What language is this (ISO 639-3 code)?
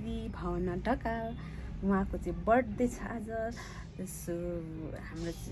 nep